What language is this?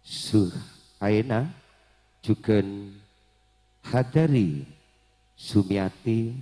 Madurese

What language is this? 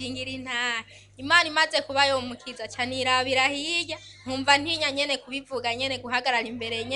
Rundi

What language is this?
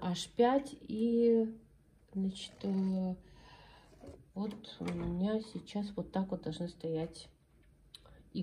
Russian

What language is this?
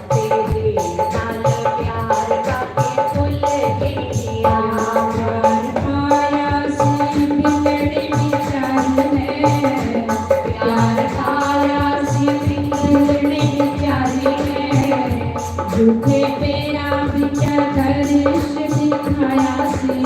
Dogri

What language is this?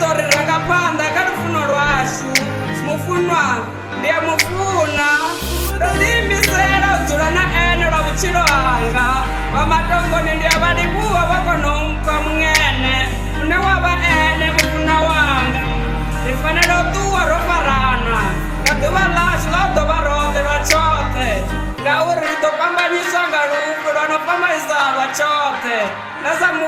Venda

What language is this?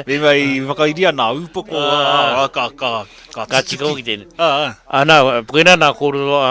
Māori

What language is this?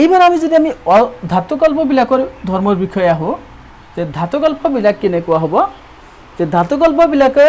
Assamese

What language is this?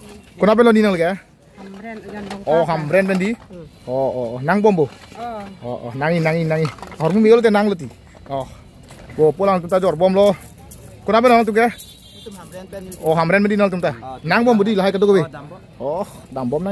Karbi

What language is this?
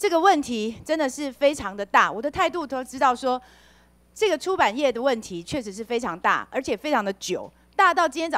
Chinese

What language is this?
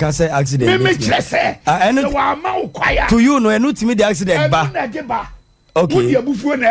Akan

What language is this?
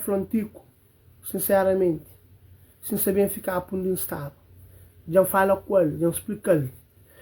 Kabuverdianu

